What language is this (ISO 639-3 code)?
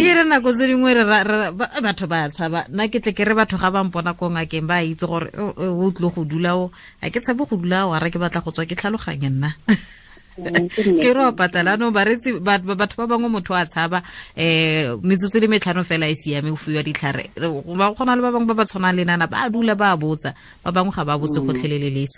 tsn